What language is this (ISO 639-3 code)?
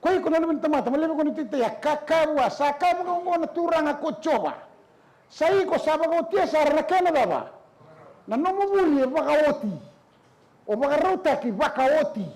fij